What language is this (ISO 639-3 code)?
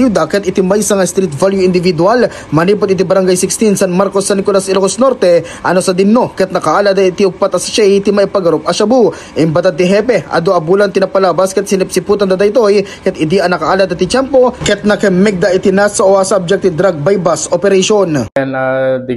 ilo